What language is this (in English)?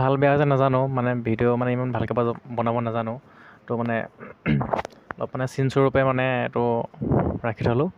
Assamese